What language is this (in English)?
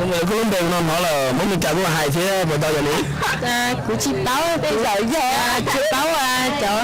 Hmong